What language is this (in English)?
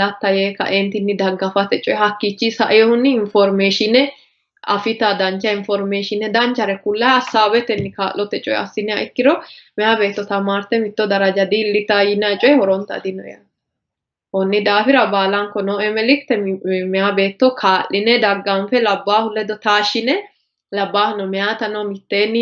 Sidamo